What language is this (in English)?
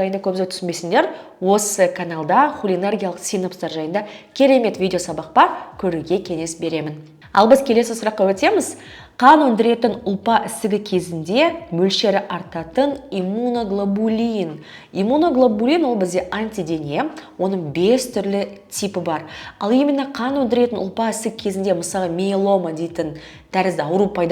Kazakh